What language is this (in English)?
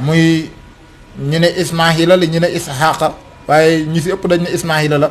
Wolof